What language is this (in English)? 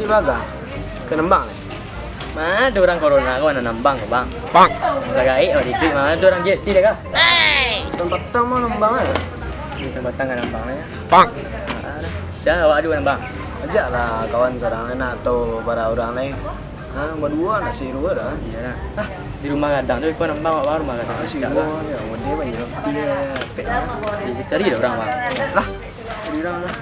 Minangkabau